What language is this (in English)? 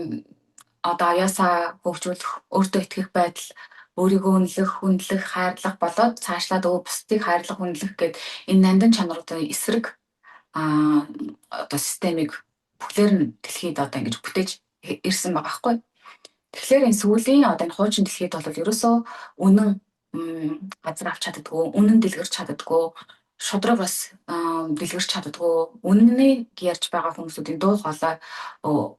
Mongolian